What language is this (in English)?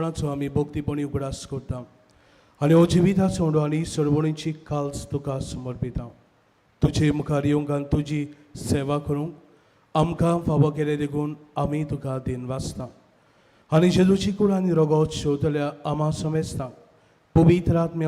Konkani